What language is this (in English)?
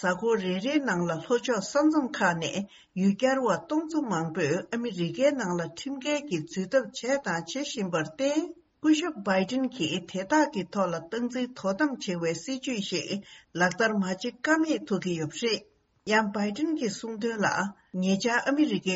Tibetan